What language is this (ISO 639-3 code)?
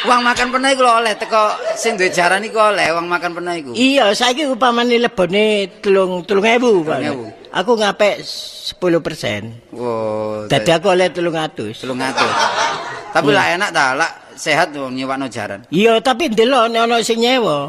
jav